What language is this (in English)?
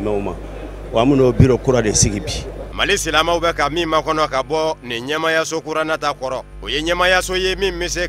Bambara